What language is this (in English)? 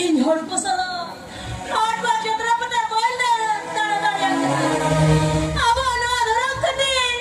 Santali